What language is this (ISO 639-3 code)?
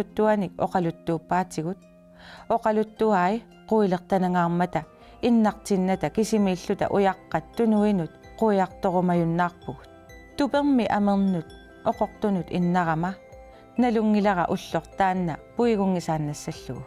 kal